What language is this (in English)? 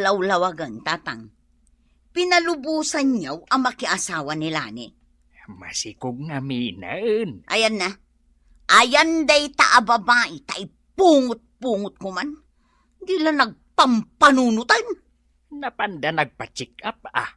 Iloko